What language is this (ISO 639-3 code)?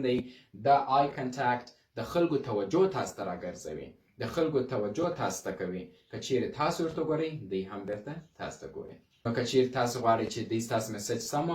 pus